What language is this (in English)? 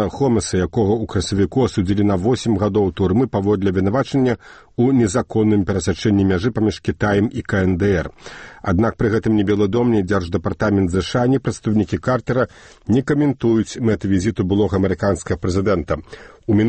Belarusian